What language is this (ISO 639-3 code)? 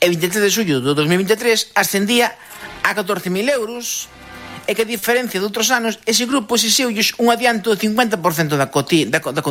glg